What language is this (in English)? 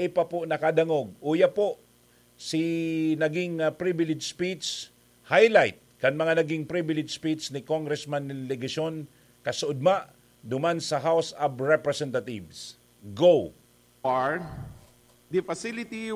Bikol